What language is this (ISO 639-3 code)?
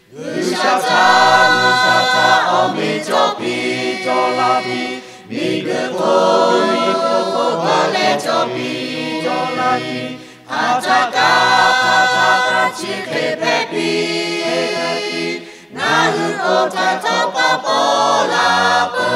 lhu